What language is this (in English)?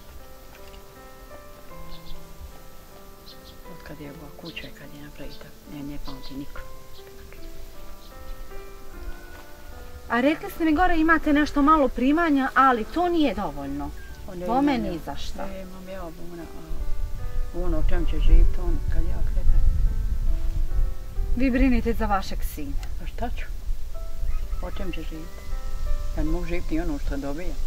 Bosnian